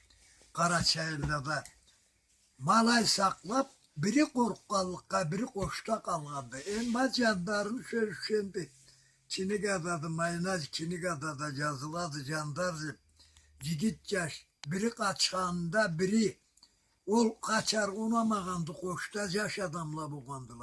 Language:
Karachay-Balkar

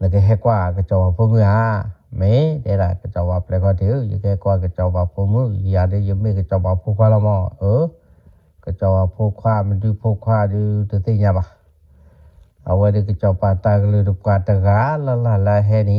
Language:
S'gaw Karen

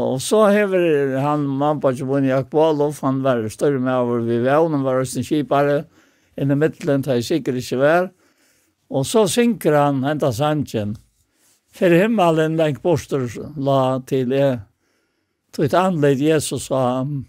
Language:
Faroese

